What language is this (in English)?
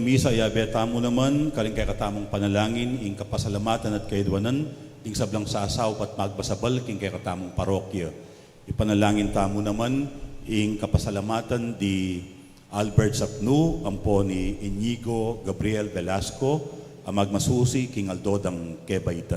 Pampanga